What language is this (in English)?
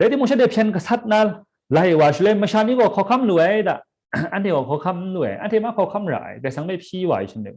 Kachin